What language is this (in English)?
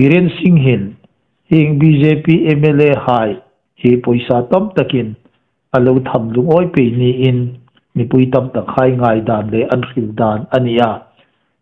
Hmar